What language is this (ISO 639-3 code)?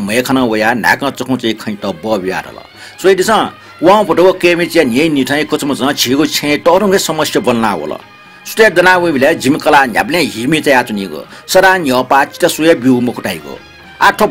new